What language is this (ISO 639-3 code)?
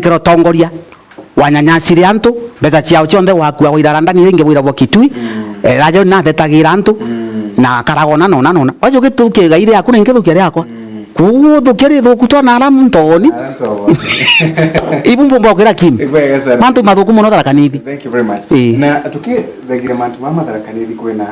mer